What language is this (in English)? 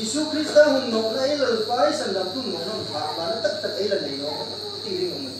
Hmar